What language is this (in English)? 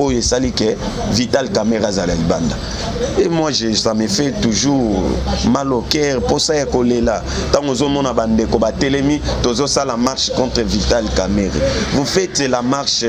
Lingala